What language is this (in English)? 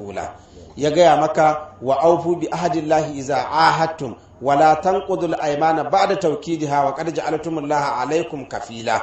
Hausa